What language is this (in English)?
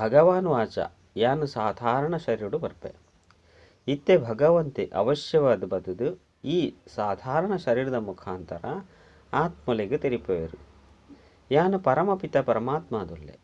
Tulu